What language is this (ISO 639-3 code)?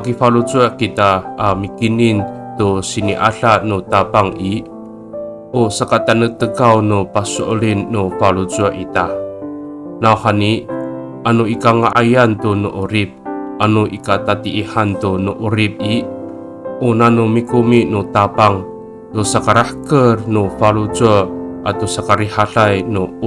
ami